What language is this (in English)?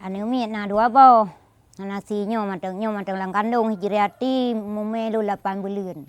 Achinese